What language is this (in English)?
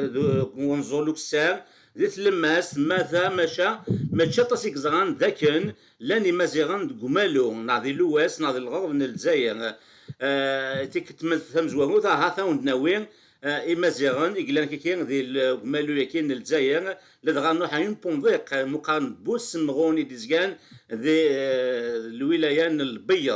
Kabyle